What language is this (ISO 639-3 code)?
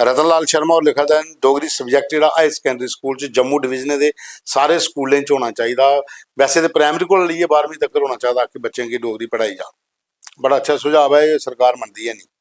doi